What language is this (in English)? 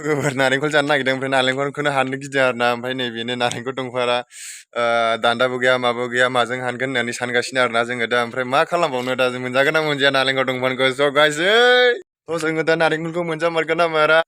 Bodo